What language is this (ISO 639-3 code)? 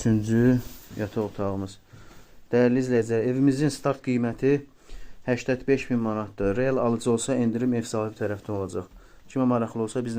aze